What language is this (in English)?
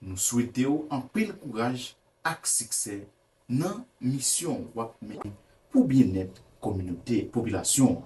Haitian Creole